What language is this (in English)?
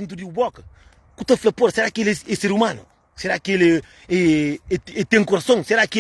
Kabuverdianu